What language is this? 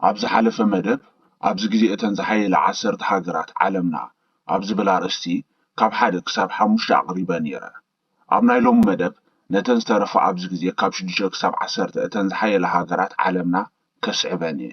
Tigrinya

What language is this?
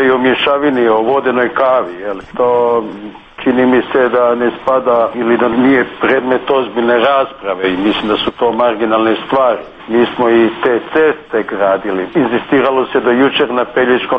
Croatian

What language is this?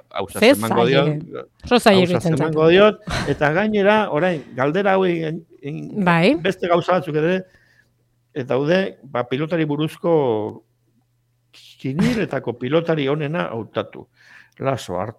Basque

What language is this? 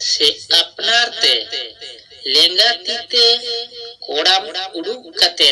Santali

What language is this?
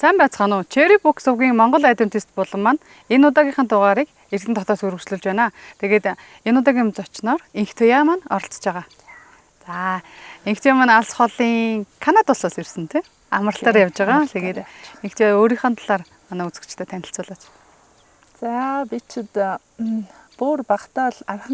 Mongolian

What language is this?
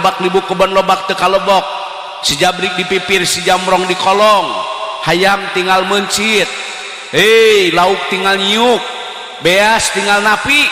Sundanese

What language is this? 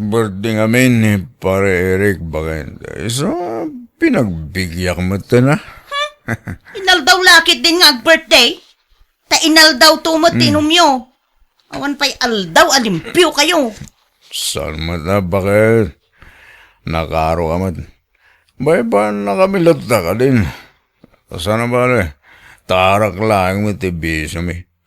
Iloko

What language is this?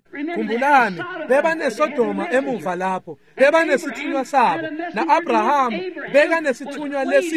Swati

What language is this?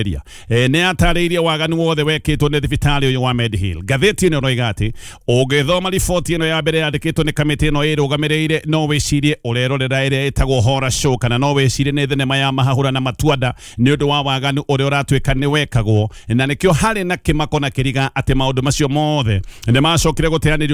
Kikuyu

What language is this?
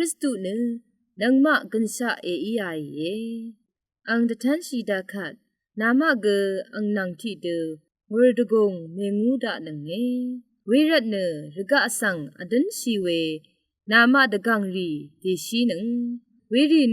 Rawang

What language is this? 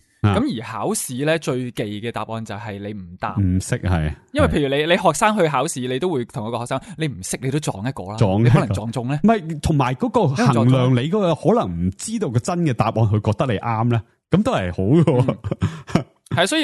Cantonese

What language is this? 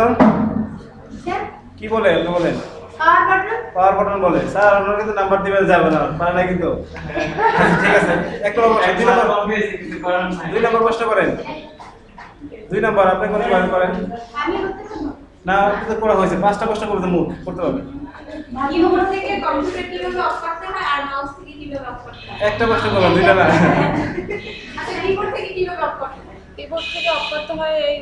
Bangla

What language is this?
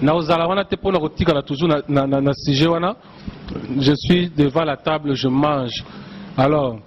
Lingala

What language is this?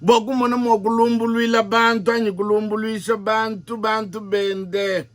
Luba-Lulua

